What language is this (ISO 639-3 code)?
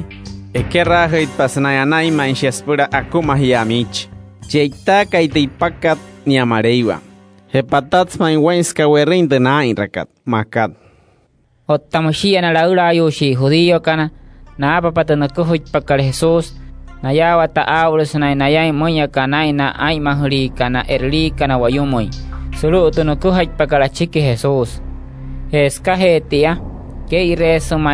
guc